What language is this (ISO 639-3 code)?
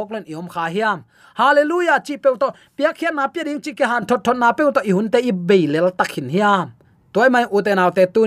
ctd